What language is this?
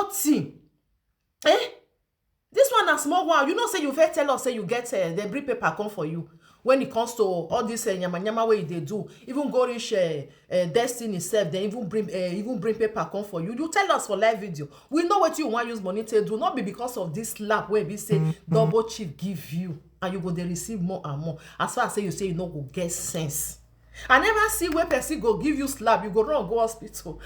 Nigerian Pidgin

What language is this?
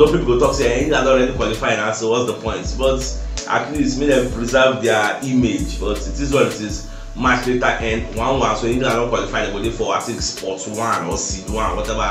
Nigerian Pidgin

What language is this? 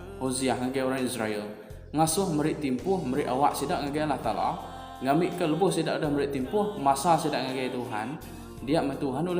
Iban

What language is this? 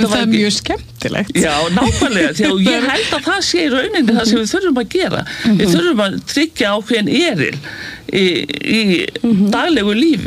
Icelandic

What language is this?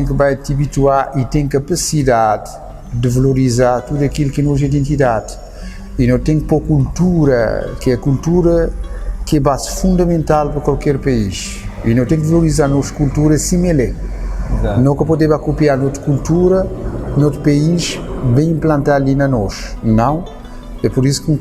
Kabuverdianu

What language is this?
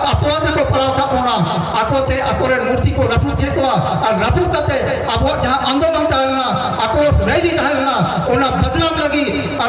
Santali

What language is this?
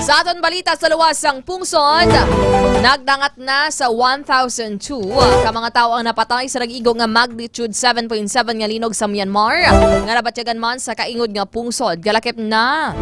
Hiligaynon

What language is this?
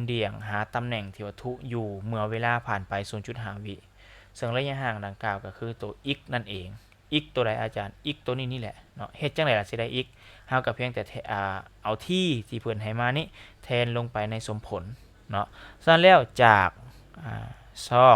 Lao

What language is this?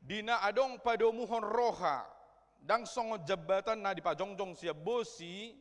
Batak Toba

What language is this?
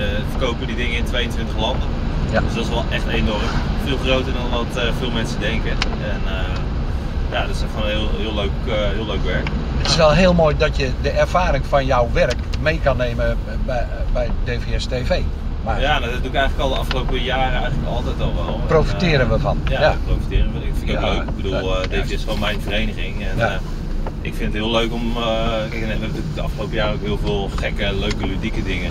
Dutch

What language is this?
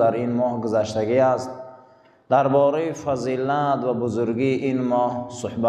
Persian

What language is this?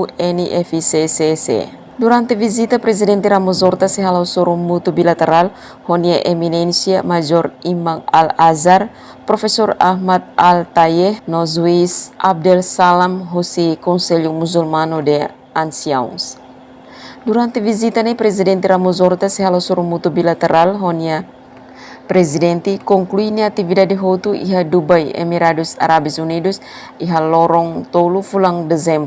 Tetum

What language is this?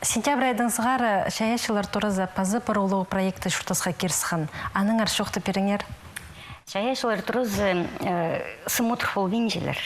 Khakas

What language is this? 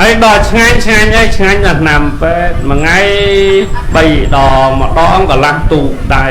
Khmer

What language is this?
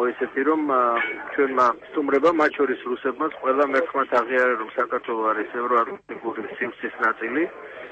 Georgian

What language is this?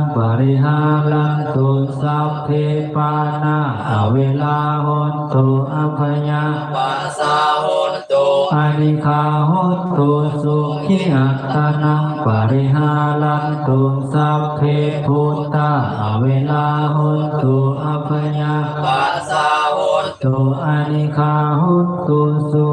Pali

